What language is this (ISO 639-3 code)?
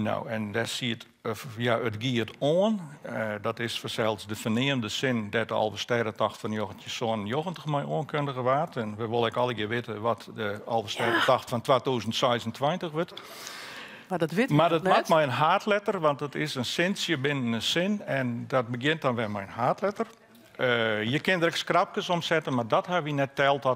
fry